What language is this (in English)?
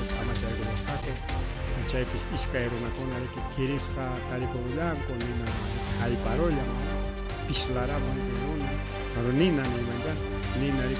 Ayacucho Quechua